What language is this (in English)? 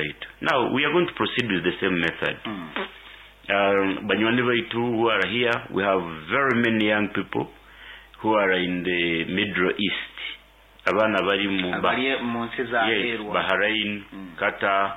Nyoro